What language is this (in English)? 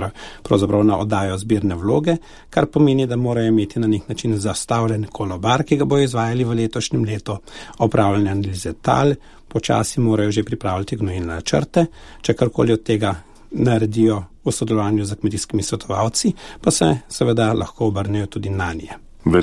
Slovenian